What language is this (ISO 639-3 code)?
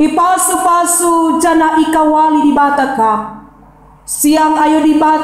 btx